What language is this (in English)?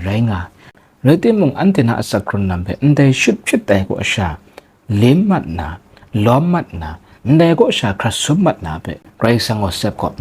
Kachin